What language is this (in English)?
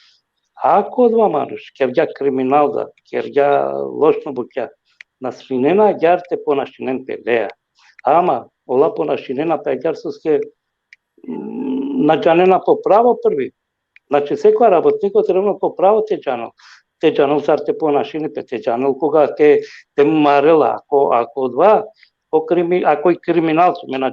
Balkan Romani